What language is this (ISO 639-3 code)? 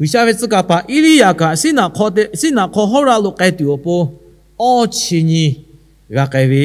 lhu